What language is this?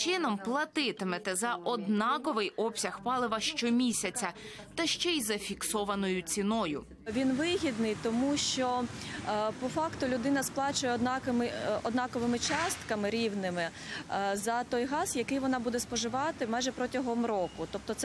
Ukrainian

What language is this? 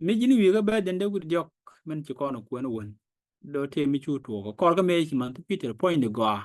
Nuer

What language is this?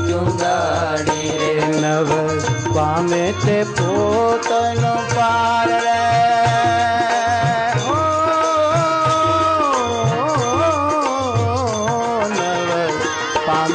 Gujarati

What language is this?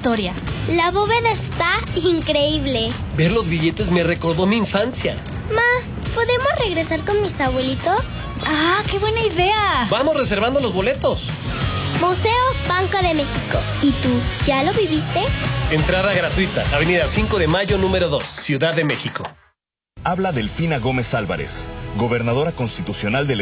Spanish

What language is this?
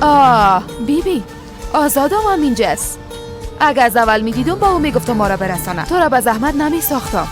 Persian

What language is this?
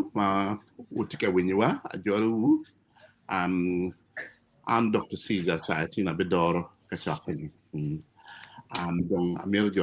Acoli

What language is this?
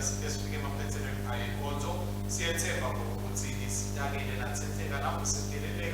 Swati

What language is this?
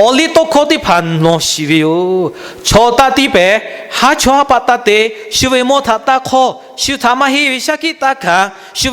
Lahu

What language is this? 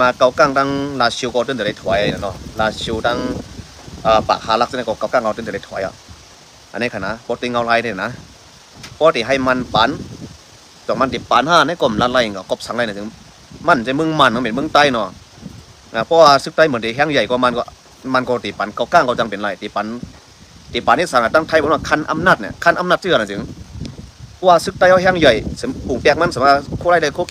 Shan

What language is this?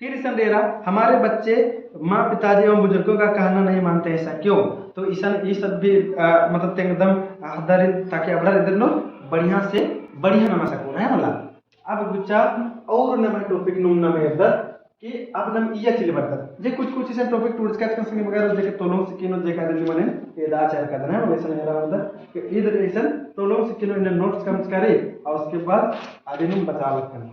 Kurukh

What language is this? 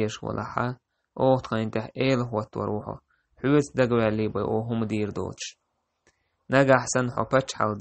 Chechen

